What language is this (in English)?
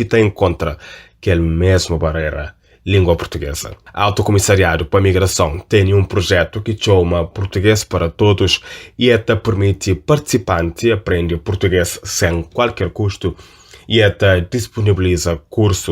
Kabuverdianu